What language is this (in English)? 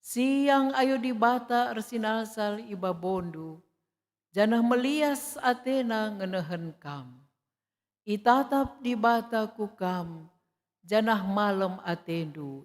Batak Karo